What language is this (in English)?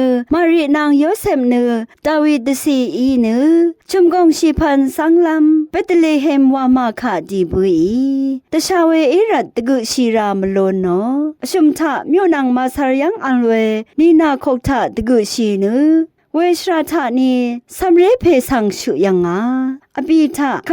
Rawang